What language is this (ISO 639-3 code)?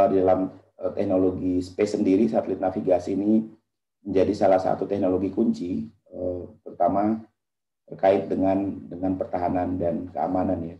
ind